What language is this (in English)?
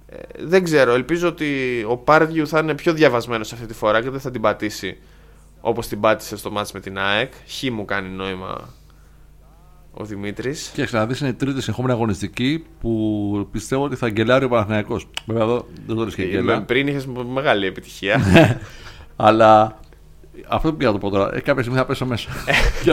Greek